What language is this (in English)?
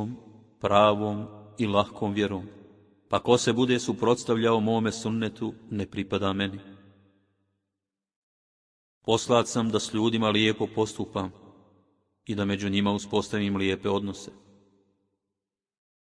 Bosnian